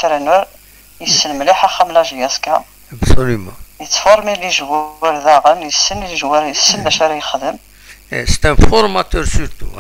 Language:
Algerian Arabic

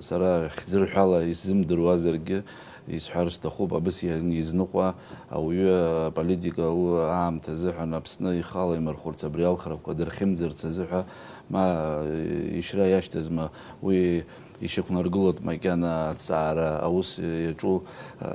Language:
Abkhazian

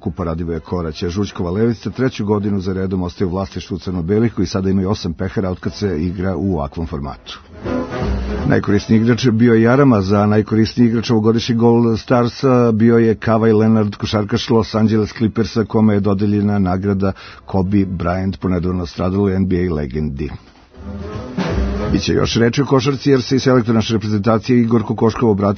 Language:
Serbian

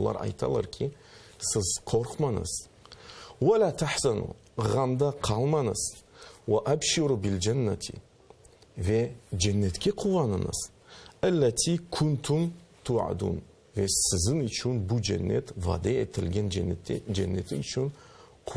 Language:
Crimean Tatar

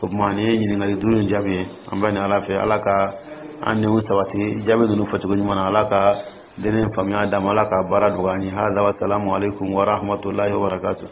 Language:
Dyula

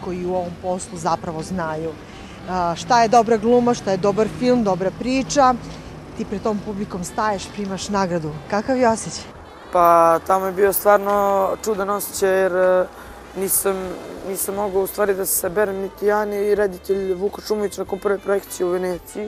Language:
Serbian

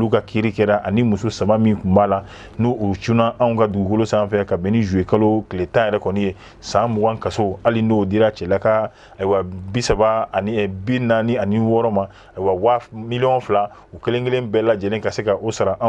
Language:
Bambara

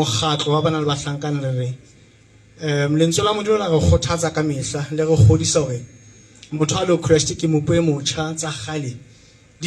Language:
Southern Sotho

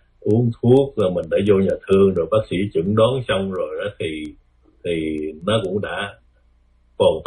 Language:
Vietnamese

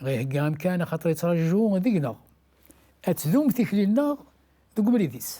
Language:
Kabyle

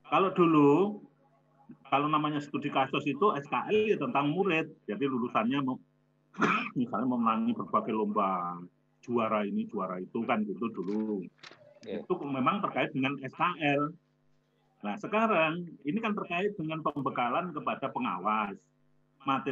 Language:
Indonesian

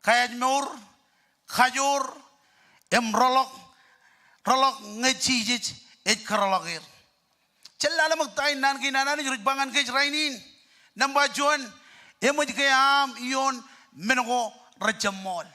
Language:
Marshallese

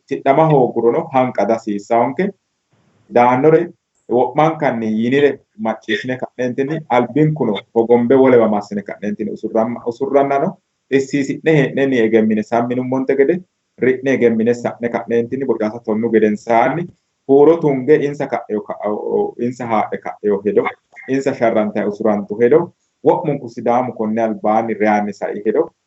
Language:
Sidamo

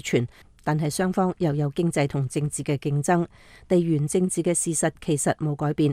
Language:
Cantonese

